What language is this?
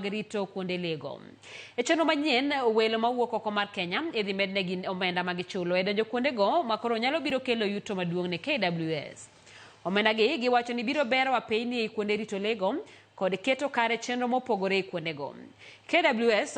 Luo (Kenya and Tanzania)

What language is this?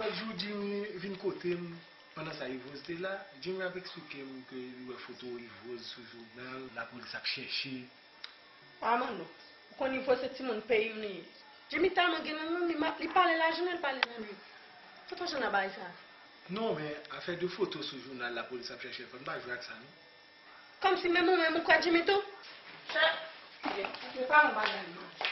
Haitian Creole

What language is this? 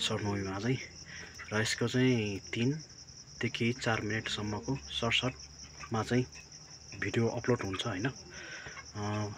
Nepali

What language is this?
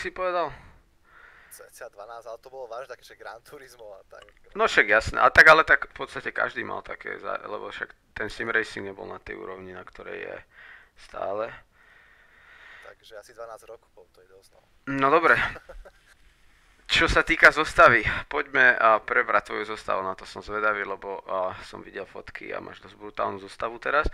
Slovak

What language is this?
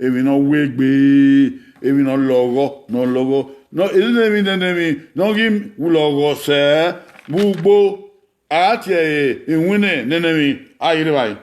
Bini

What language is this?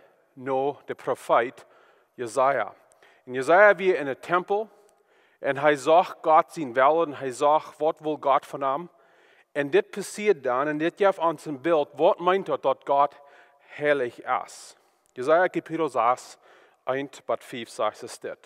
Plautdietsch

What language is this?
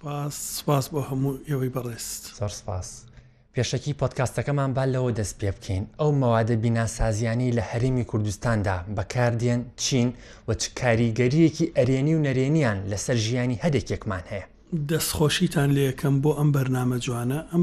Central Kurdish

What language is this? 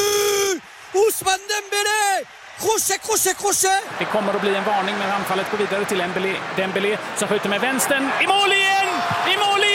Swedish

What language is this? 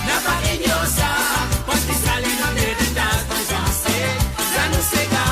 Morisyen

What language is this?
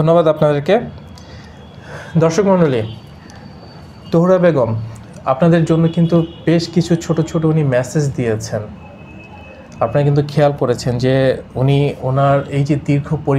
Bangla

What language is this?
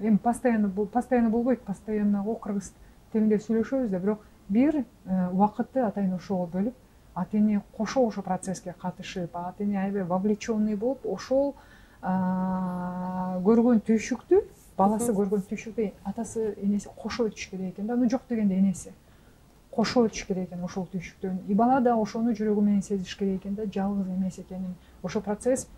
Kyrgyz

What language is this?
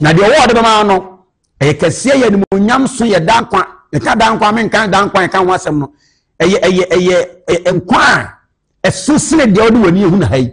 Akan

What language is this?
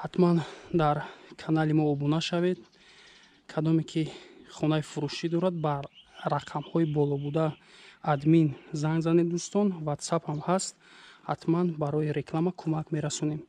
Tajik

